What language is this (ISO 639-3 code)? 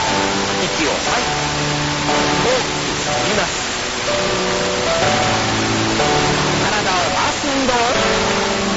jpn